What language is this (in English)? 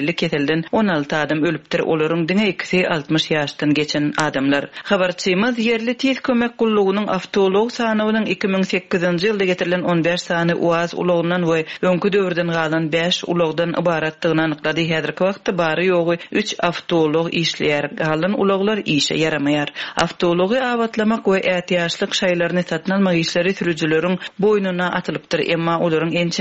Turkmen